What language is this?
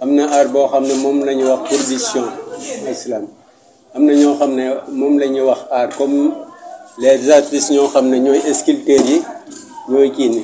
Wolof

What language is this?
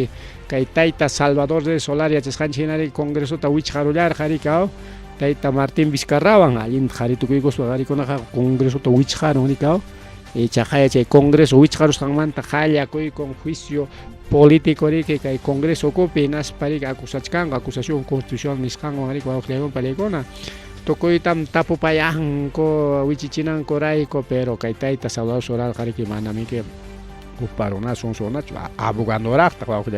Ayacucho Quechua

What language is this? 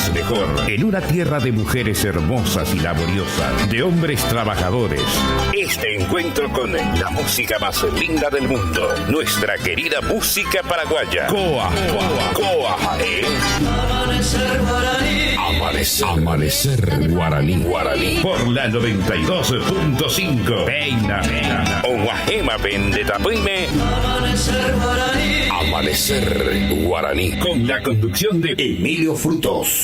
Guarani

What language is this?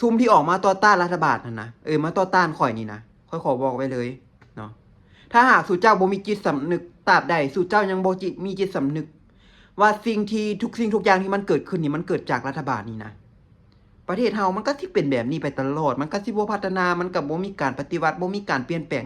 Lao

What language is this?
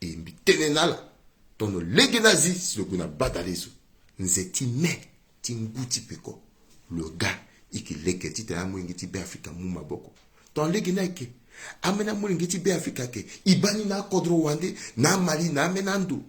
Sango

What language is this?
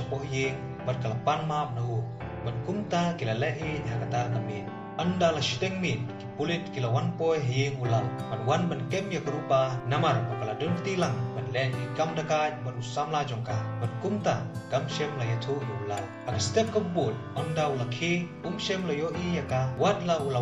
Khasi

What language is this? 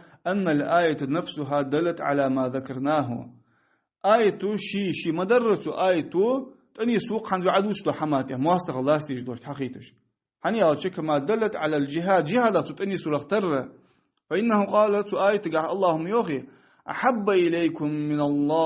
Ingush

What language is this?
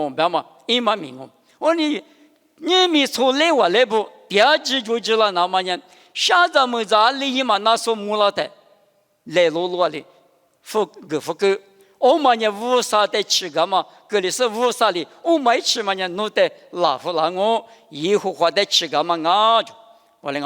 Lisu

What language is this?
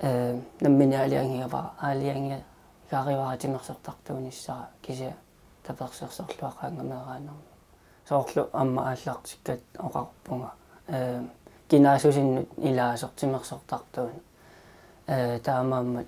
Kalaallisut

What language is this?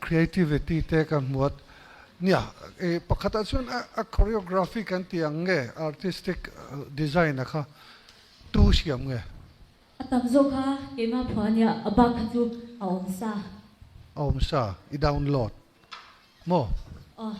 Mizo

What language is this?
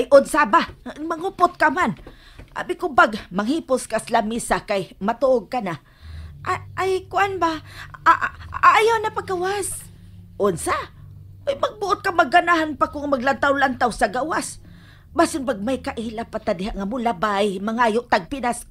Cebuano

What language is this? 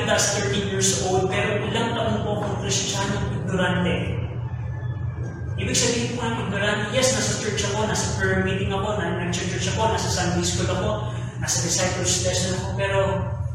Filipino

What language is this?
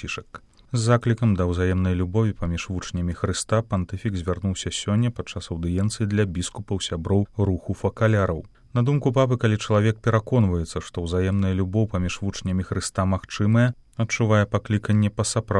Belarusian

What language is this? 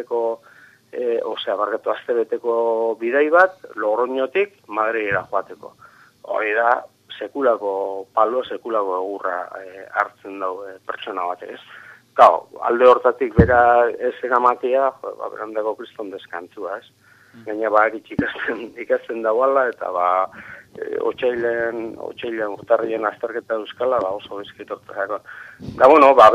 Basque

